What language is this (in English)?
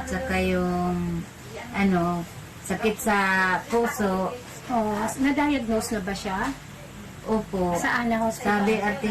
Bikol